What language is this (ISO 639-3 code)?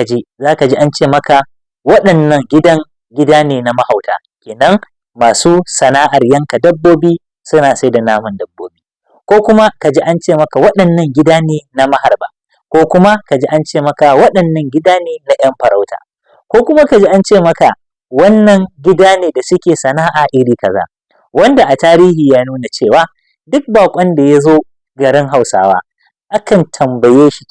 hau